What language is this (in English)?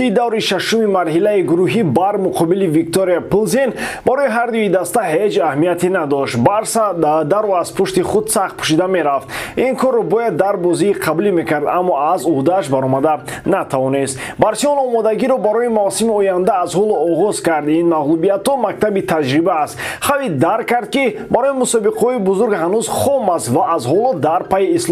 Tajik